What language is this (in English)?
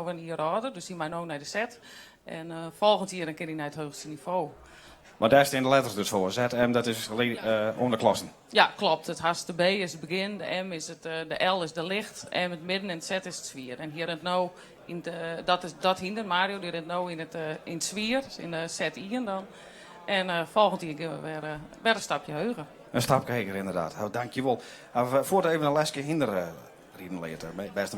Western Frisian